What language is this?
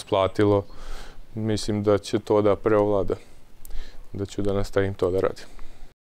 Serbian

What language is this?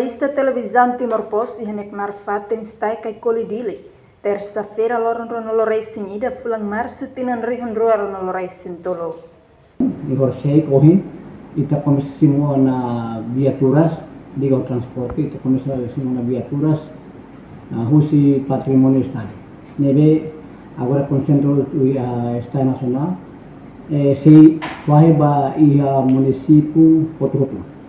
Tetum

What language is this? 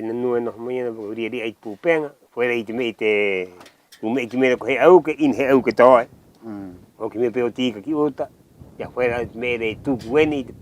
Rapanui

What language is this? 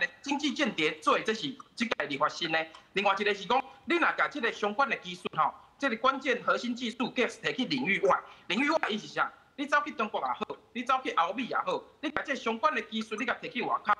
Min Nan Chinese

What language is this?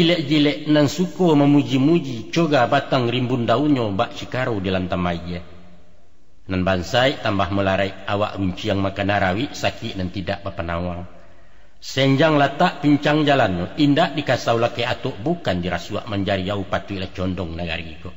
Minangkabau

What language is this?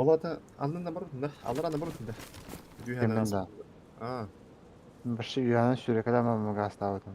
Yakut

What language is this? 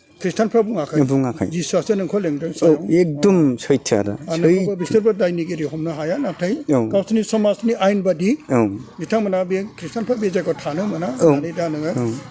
Bodo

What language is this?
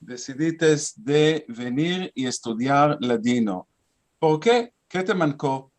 Ladino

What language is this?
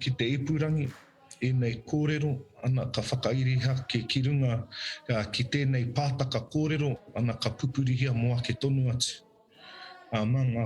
Māori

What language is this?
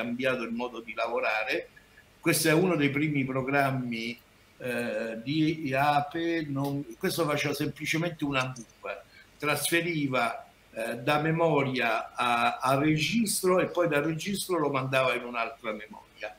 Italian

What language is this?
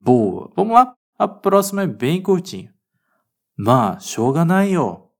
Galician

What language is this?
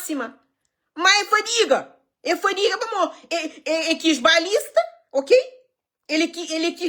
Kabuverdianu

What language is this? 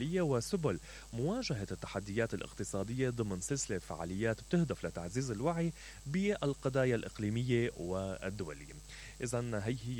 Mesopotamian Arabic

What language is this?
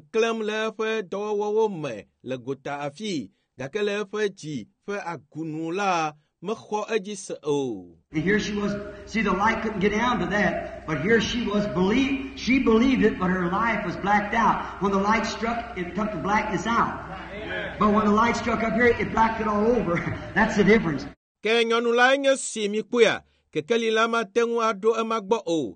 Ewe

